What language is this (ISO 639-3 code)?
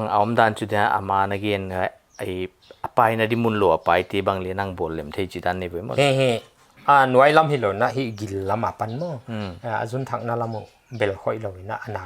pck